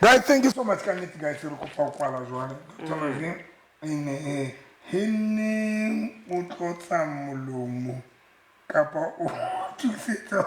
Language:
Southern Sotho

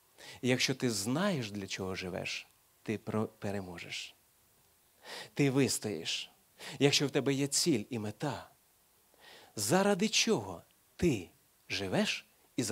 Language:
Ukrainian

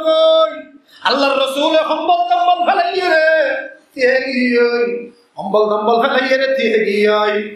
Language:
Rohingya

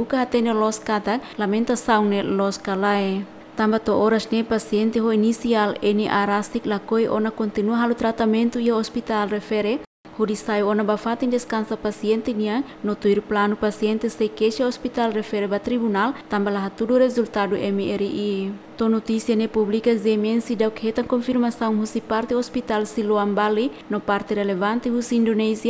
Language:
Tetum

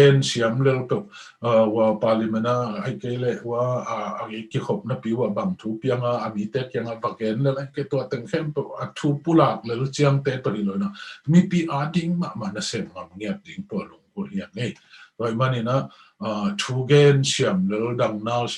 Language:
Tedim Chin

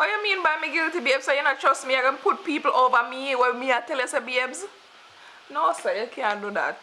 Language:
Jamaican Creole English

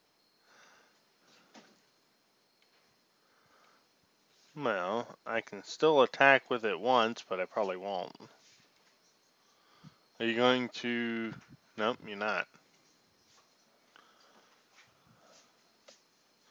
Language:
English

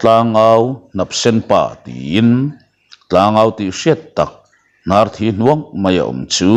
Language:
Mizo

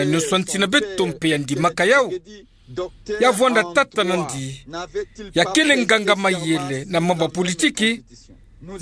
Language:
Kituba (Democratic Republic of Congo)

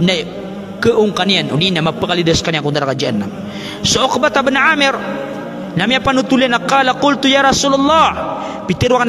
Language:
Maranao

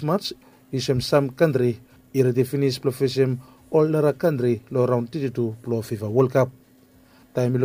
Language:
Bislama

